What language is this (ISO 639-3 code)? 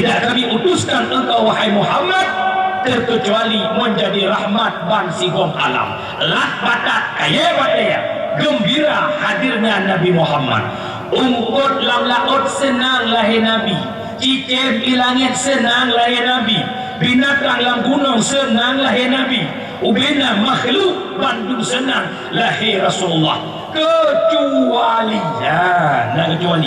ace